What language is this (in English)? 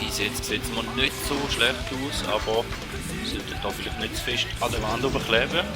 Swiss German